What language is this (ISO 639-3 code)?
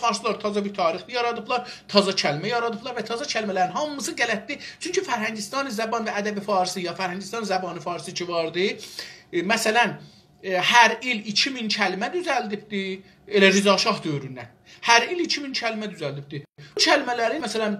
azb